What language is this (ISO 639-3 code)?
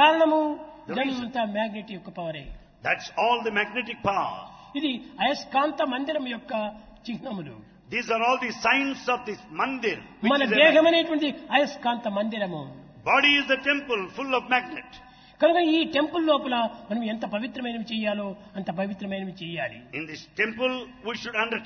tel